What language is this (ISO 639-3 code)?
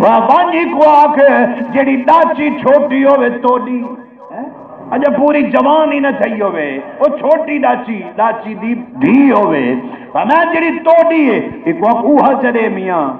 skr